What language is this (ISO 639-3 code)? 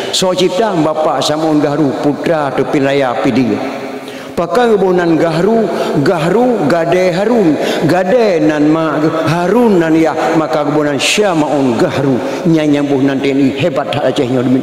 ace